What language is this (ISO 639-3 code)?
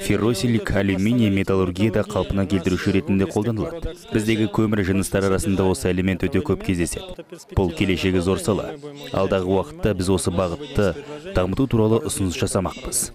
kaz